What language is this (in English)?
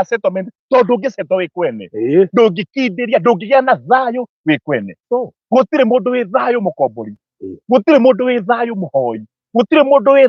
Kikuyu